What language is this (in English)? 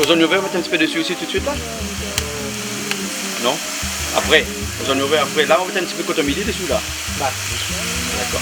Réunion Creole French